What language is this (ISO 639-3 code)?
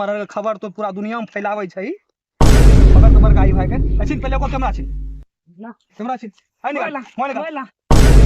mai